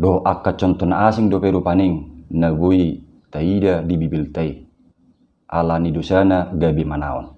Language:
Batak Toba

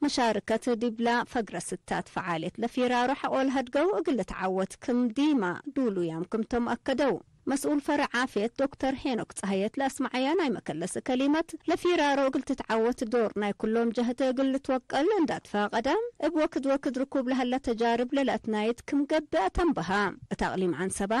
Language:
Tigre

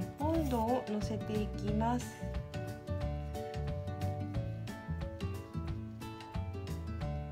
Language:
Japanese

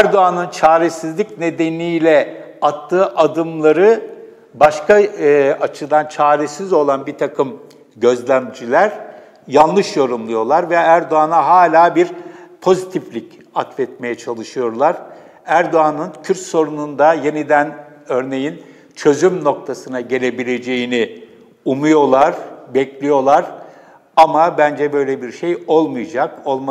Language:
Turkish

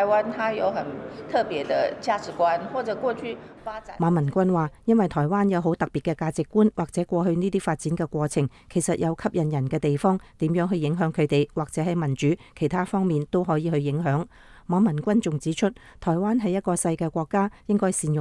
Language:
Cantonese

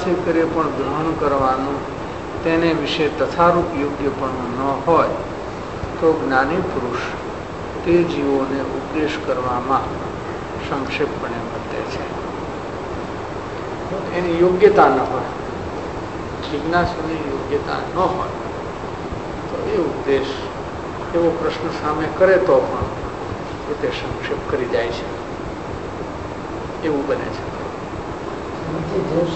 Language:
Gujarati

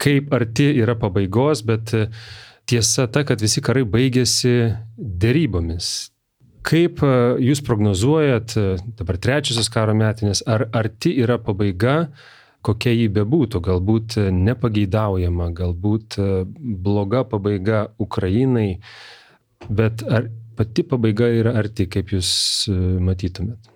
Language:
Lithuanian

